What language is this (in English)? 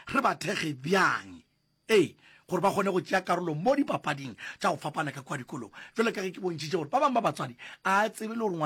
Northern Sotho